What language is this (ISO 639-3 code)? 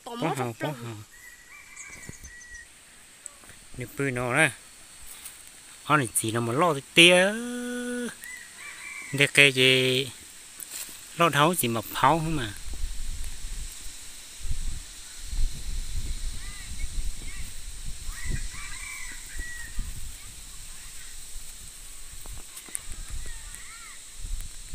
vie